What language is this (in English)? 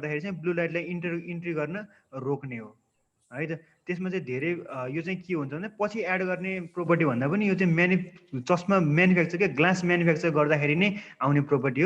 Nepali